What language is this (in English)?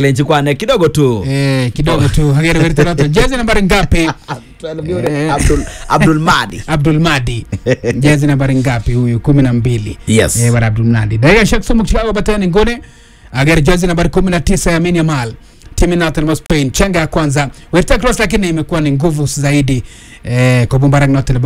Swahili